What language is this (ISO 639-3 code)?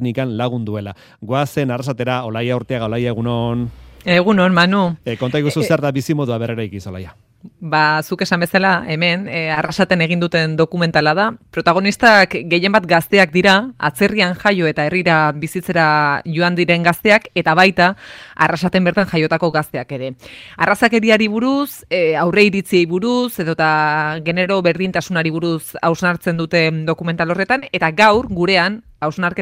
eus